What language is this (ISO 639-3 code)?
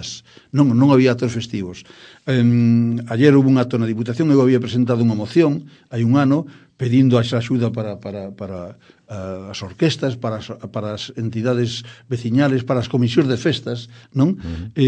glg